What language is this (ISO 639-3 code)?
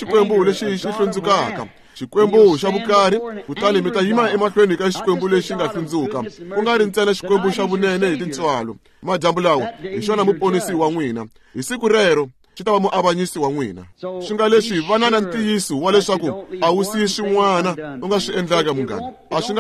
tso